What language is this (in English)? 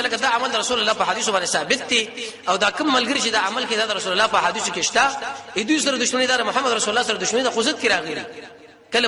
Pashto